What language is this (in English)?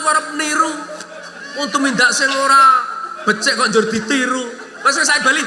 Javanese